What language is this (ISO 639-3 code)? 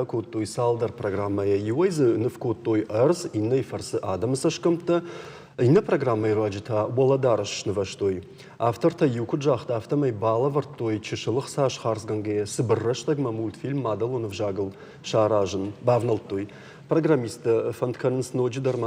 oss